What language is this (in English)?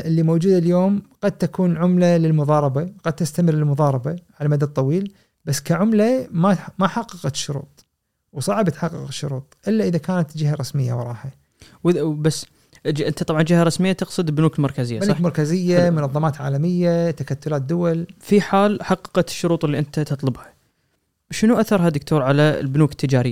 Gulf Arabic